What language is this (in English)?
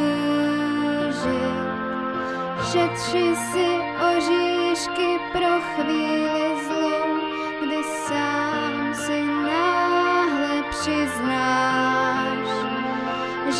Czech